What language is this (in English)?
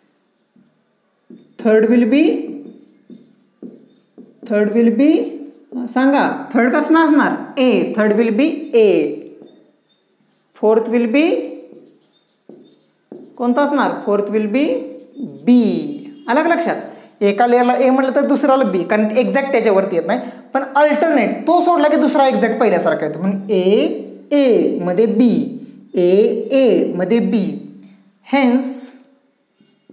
Marathi